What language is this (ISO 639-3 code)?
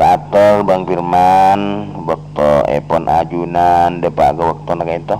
mad